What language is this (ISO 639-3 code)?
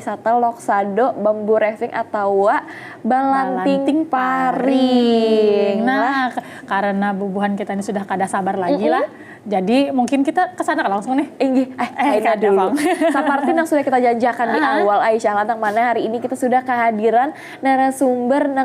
bjn